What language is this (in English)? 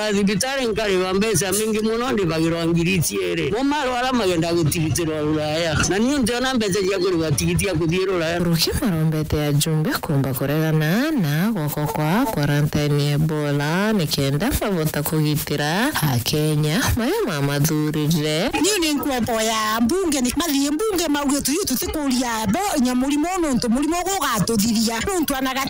Meru